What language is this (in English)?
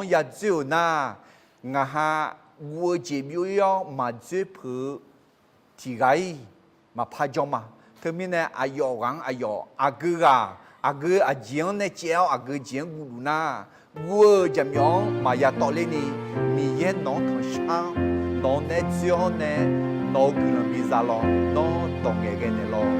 Akha